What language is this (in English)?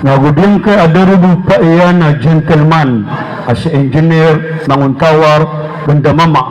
Maranao